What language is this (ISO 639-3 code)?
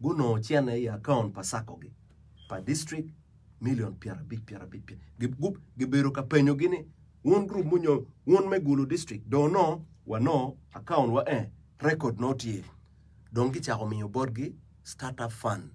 ach